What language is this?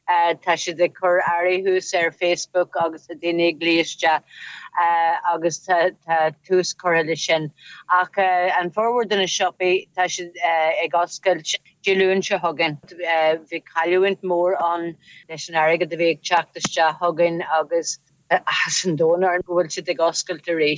Irish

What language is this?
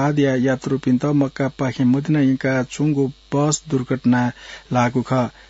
Newari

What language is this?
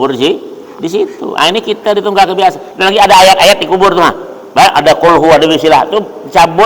Banjar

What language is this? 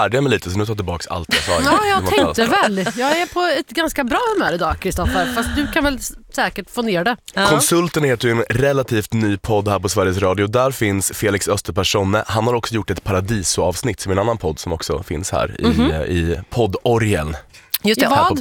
Swedish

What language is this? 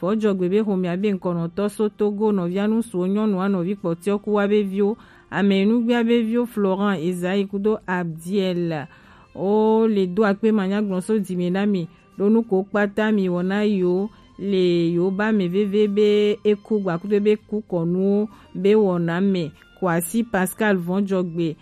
Gen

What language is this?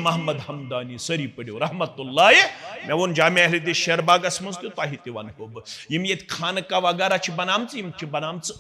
Kashmiri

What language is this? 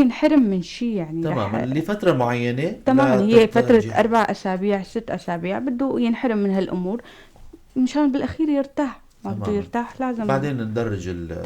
North Levantine Arabic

